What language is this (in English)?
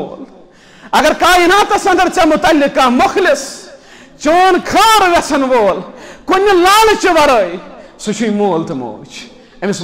Kashmiri